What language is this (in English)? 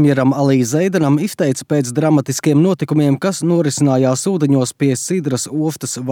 Latvian